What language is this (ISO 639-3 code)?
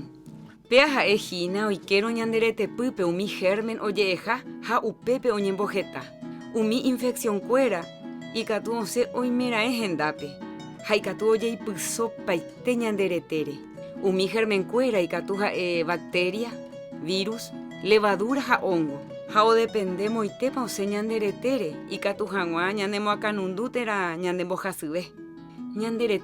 grn